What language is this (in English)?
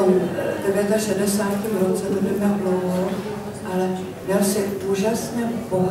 Czech